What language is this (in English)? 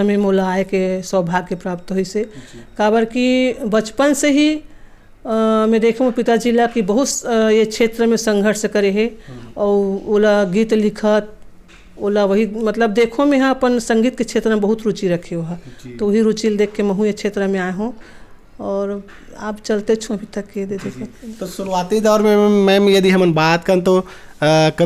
Chhattisgarhi